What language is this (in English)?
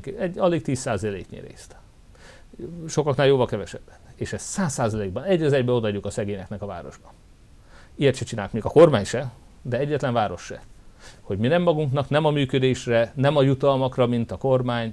Hungarian